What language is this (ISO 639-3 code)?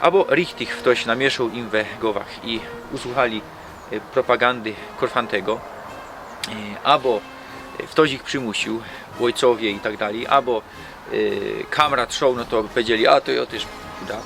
szl